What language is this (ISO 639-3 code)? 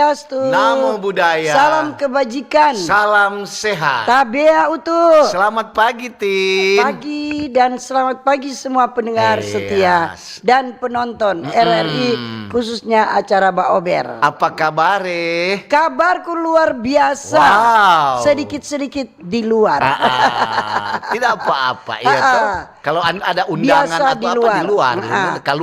xmm